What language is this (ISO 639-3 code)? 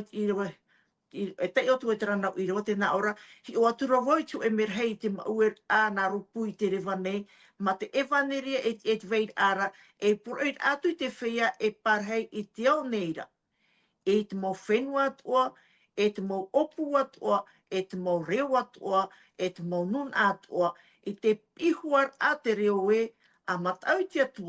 tah